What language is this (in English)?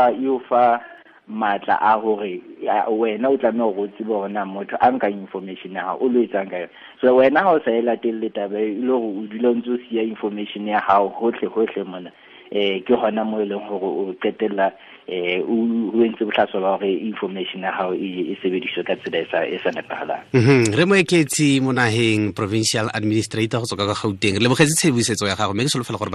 Southern Sotho